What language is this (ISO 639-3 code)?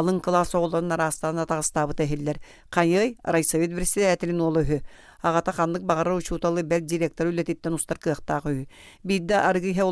sah